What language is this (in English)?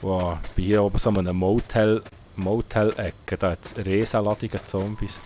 Swiss German